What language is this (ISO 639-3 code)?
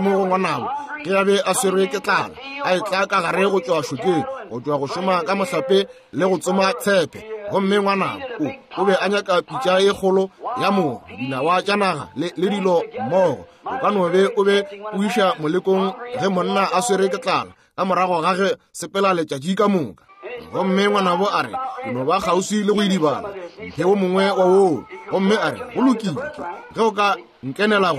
nso